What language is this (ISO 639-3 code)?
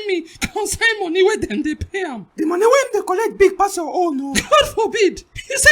pcm